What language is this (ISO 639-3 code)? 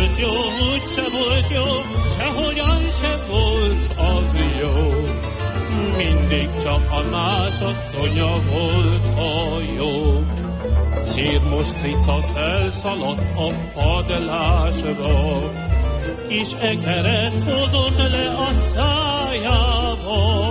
hun